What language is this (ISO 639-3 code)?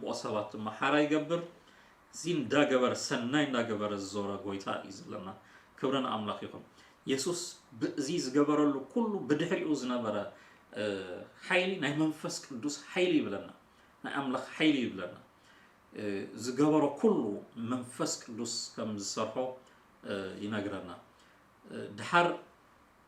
tir